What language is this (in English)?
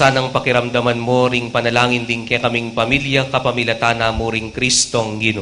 Pampanga